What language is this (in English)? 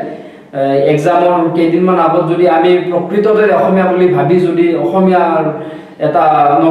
Assamese